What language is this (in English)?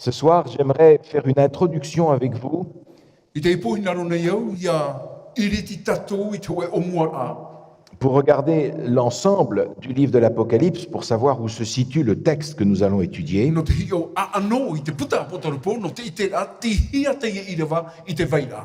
Tahitian